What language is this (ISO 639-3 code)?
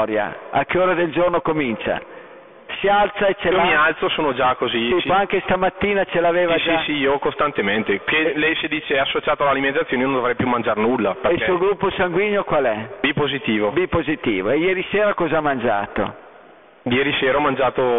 ita